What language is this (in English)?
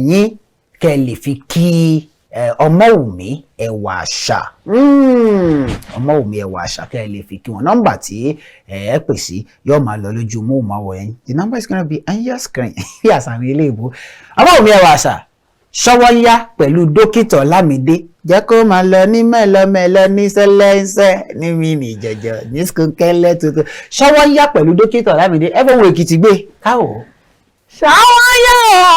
Yoruba